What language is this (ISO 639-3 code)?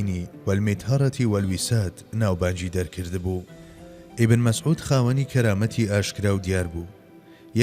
ckb